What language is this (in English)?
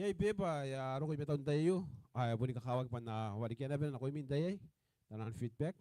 Gilbertese